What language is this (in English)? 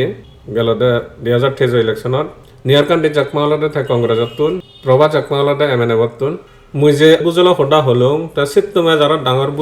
Chakma